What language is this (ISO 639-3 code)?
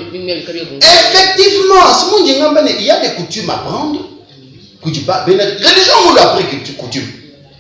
lua